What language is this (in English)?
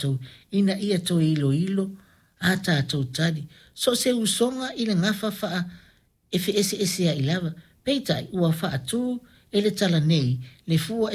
Samoan